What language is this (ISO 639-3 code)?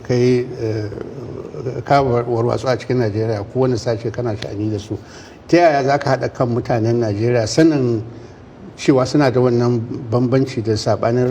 hau